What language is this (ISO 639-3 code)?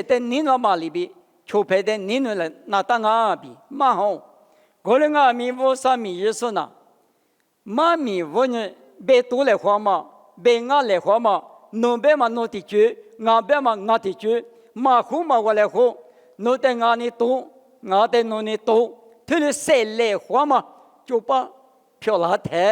lis